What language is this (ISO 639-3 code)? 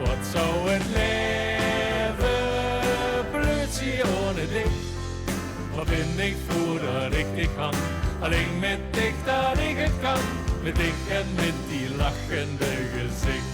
lim